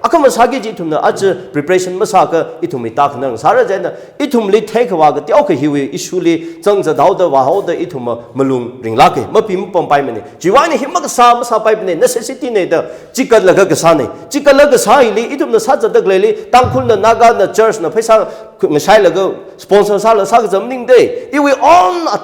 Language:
Tangkhul Naga (India)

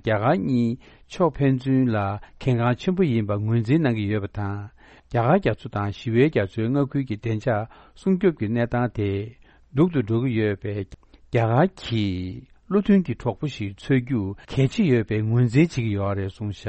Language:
Tibetan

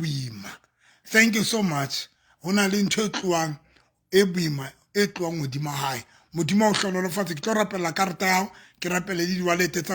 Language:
Southern Sotho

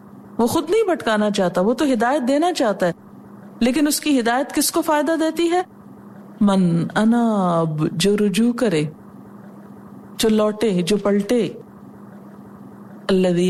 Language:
Urdu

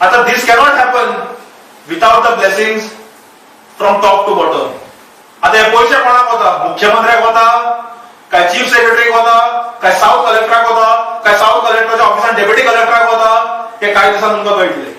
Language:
Konkani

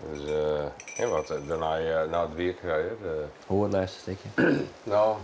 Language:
Western Frisian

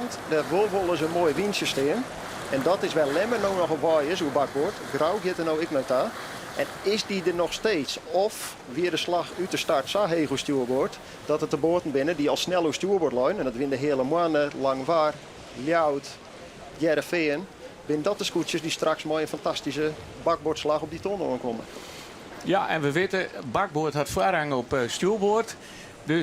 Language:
Western Frisian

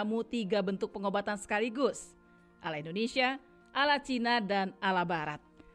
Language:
Indonesian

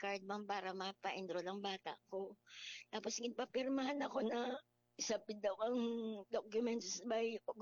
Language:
Hiligaynon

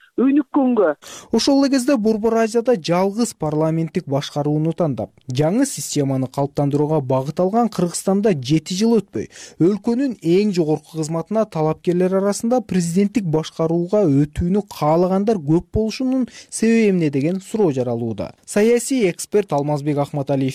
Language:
Kyrgyz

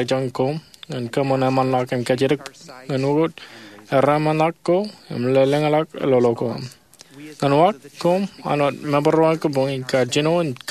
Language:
Marshallese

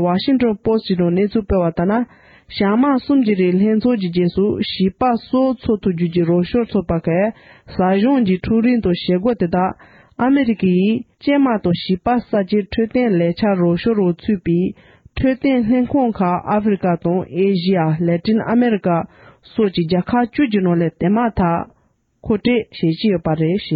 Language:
Tibetan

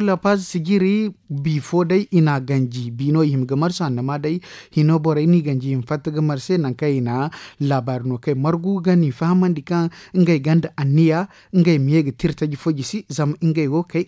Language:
Zarma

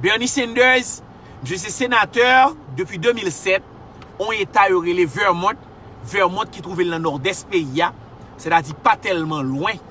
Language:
Haitian Creole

